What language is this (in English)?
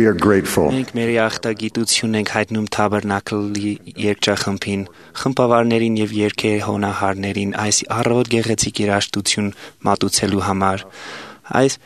Armenian